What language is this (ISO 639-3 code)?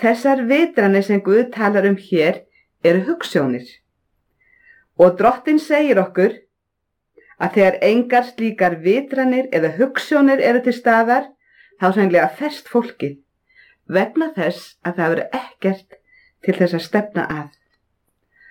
isl